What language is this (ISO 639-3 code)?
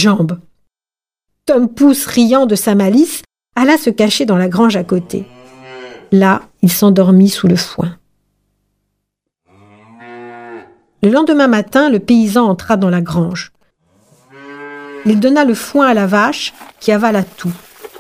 fra